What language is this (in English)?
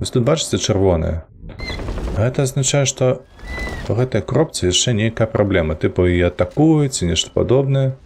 Belarusian